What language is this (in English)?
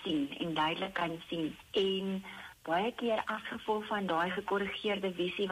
Afrikaans